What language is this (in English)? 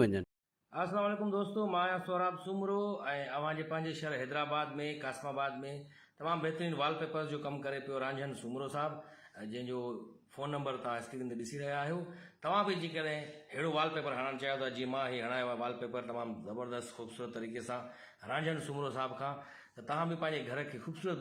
Sindhi